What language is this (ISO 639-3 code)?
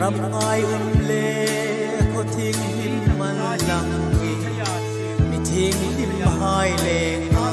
hmr